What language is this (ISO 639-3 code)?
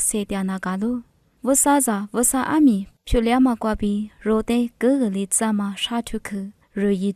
lis